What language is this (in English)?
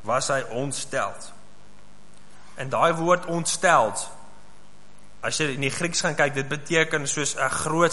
Afrikaans